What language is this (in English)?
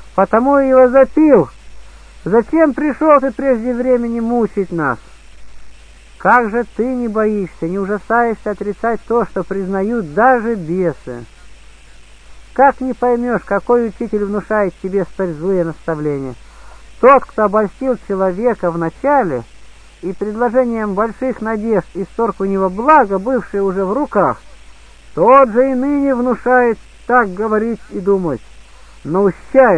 Russian